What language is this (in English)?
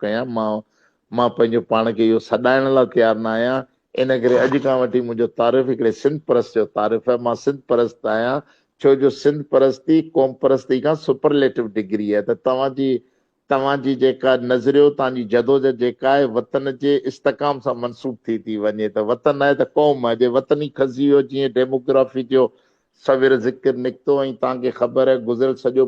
Sindhi